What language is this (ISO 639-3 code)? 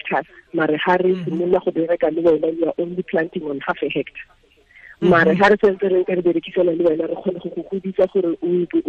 tsn